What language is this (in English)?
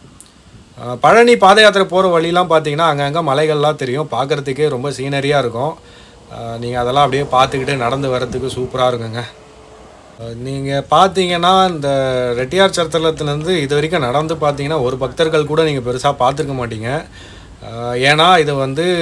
Tamil